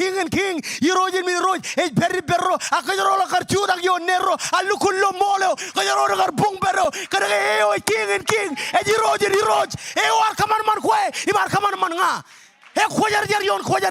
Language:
Marshallese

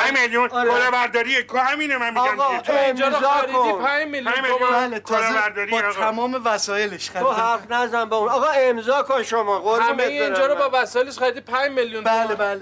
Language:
Persian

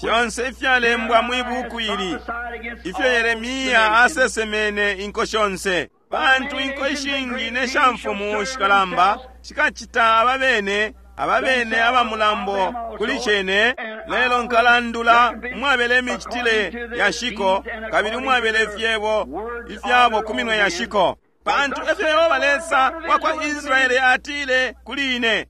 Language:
Bemba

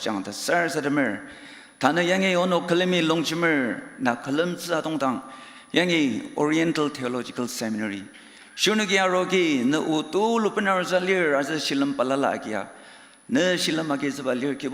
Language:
Ao Naga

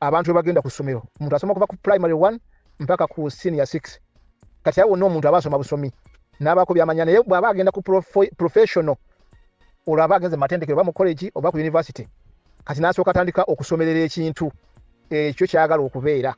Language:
Ganda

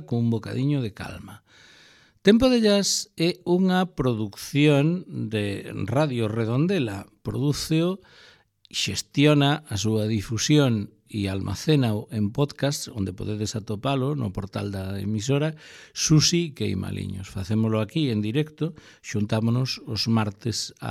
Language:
Galician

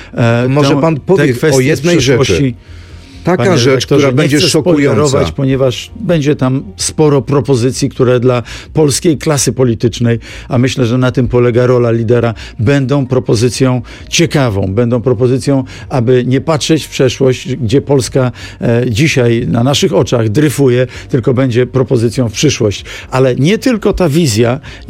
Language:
Polish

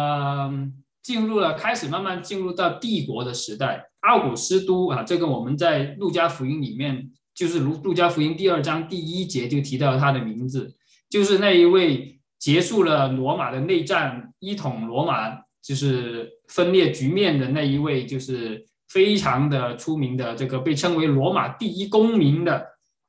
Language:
Chinese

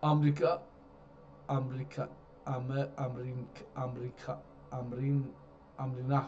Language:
South Azerbaijani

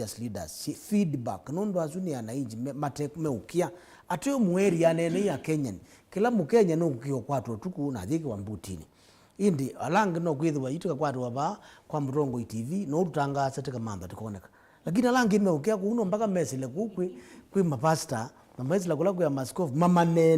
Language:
Kamba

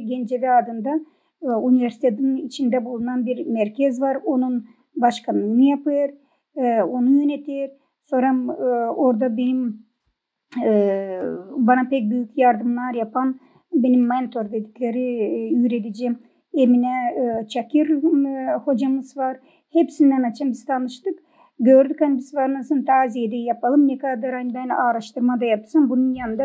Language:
Gagauz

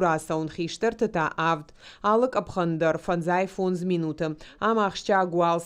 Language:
Ossetic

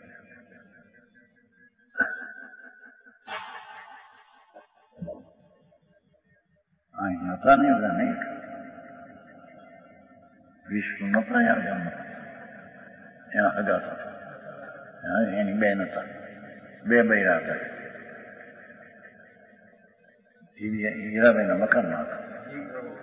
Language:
Gujarati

